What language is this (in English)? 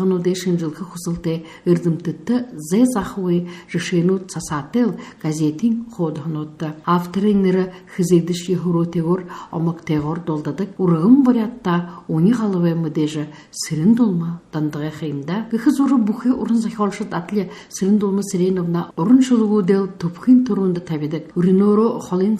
Buriat